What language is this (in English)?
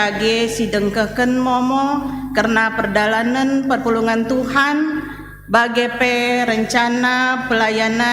Batak Karo